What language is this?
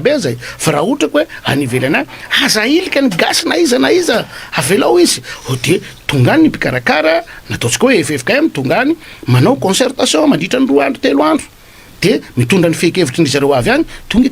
Malagasy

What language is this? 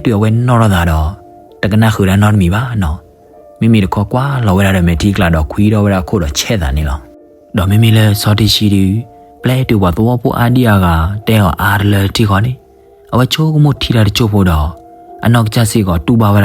S'gaw Karen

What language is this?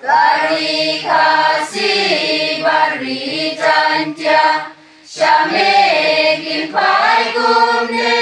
Khasi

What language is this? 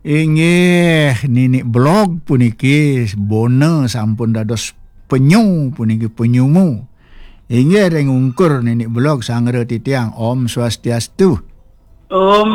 Balinese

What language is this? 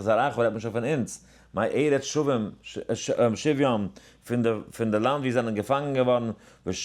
Yiddish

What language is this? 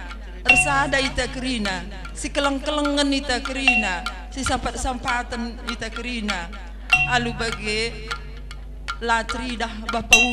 Batak Karo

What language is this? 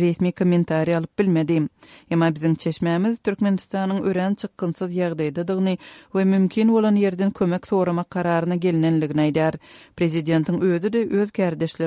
Turkmen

